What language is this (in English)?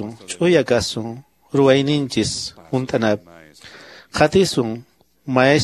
Quechua